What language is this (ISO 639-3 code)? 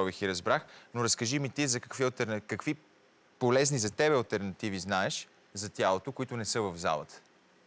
bul